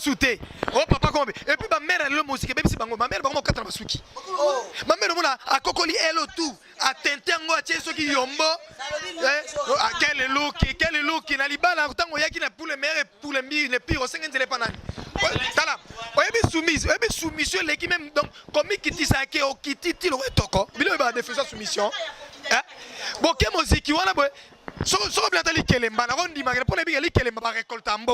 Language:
Lingala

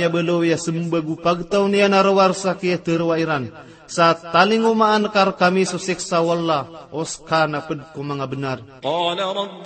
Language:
Maranao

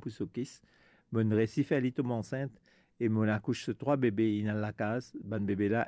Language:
Morisyen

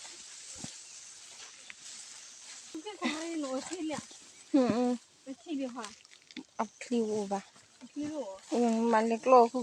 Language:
S'gaw Karen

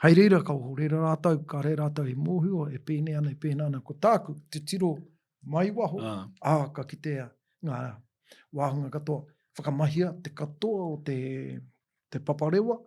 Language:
Māori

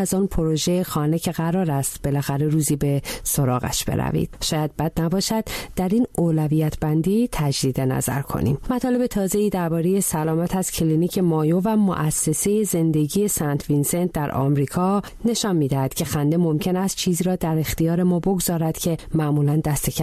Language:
Persian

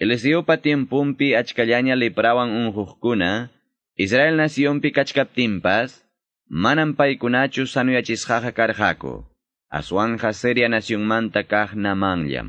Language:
Quechua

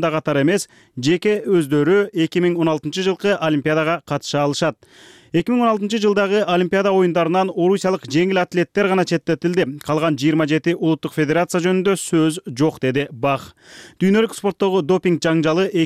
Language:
Kyrgyz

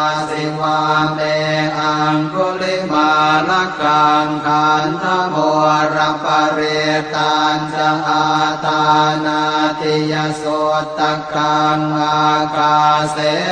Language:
Pali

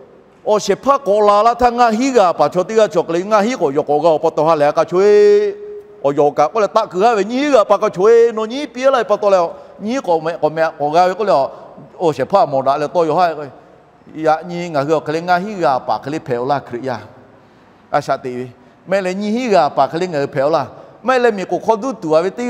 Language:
Lahu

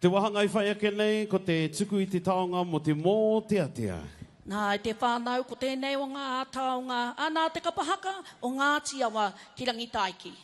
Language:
Māori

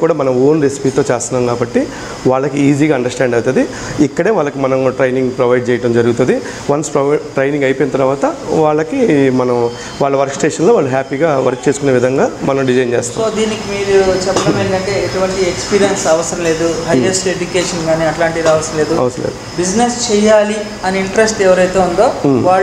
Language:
Telugu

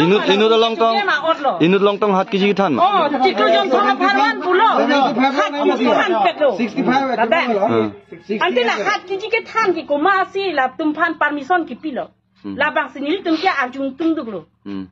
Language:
Karbi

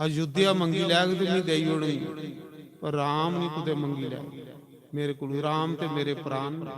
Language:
Dogri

